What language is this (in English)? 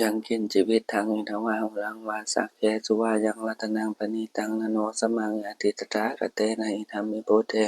Pali